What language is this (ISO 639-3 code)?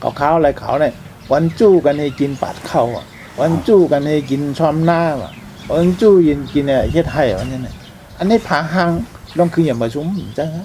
shn